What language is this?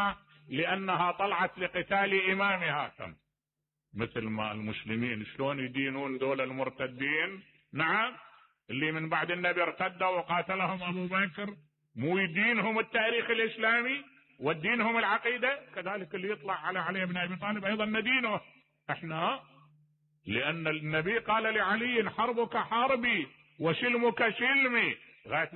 Mesopotamian Arabic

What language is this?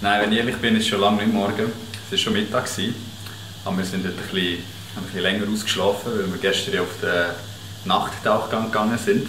Swiss German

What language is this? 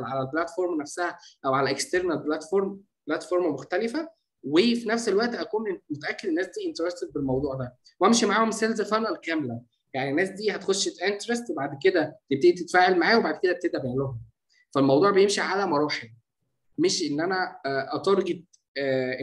Egyptian Arabic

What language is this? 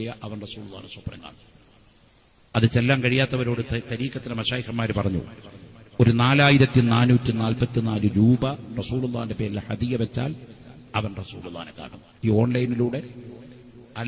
Malayalam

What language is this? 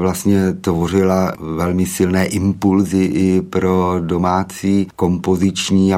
Czech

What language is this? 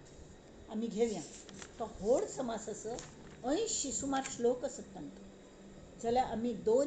Konkani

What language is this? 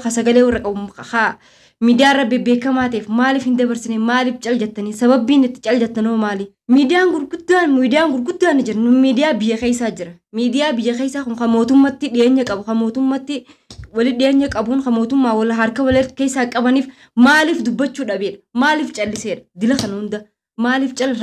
Oromo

